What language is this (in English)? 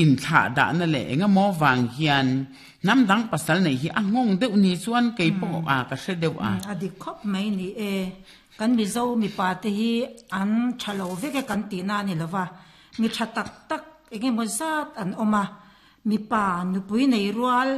Mizo